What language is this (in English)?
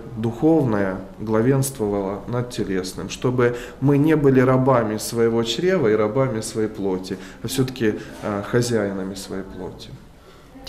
Russian